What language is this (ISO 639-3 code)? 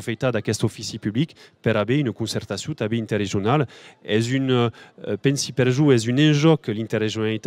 oci